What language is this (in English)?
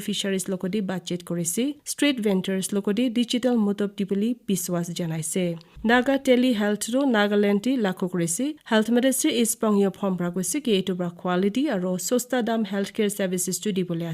Naga Pidgin